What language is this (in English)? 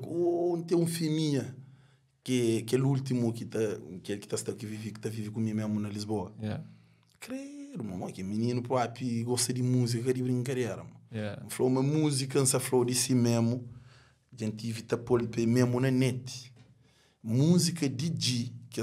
Kabuverdianu